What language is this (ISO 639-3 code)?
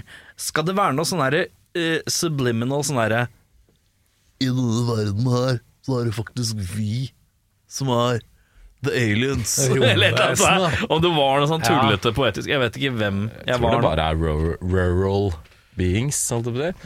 nor